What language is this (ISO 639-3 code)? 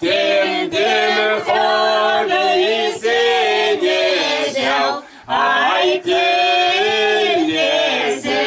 chv